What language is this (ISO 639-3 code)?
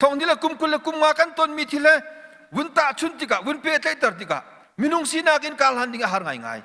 cnh